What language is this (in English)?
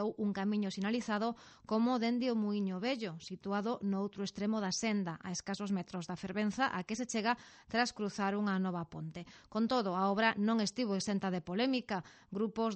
Galician